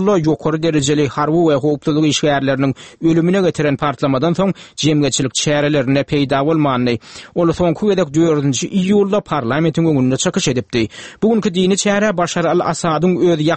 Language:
Turkmen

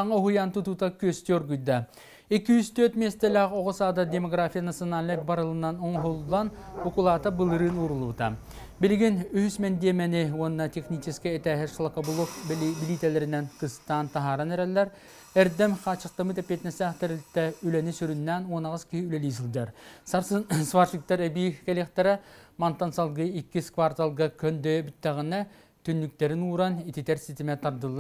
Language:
Yakut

